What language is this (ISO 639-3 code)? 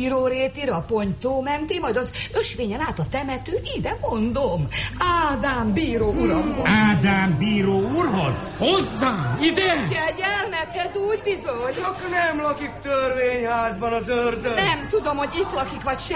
hun